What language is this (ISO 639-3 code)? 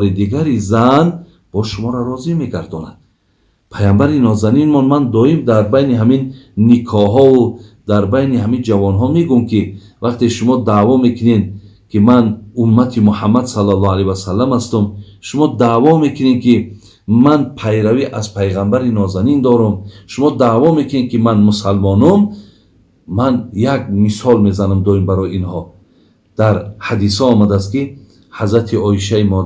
tgk